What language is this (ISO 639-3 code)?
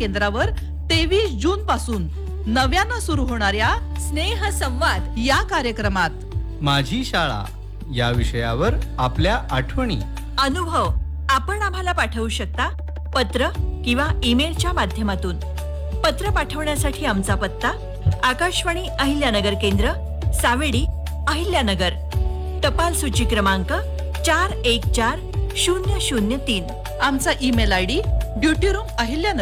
mar